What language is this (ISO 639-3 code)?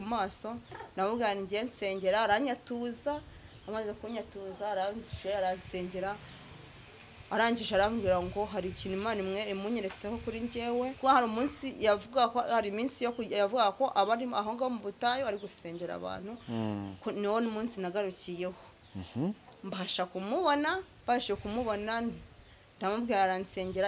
kin